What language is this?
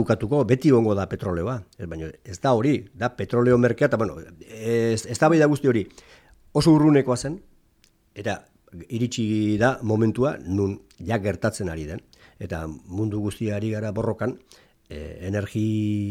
Basque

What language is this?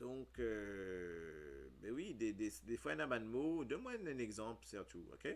Morisyen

